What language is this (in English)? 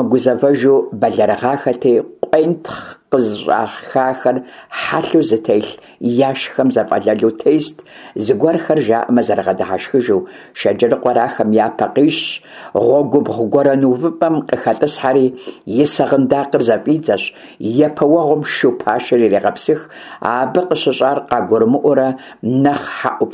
Kabardian